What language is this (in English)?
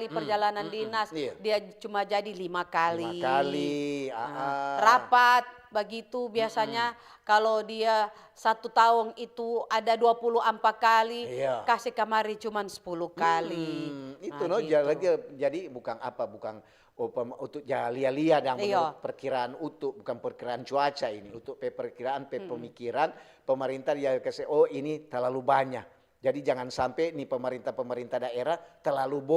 Manado Malay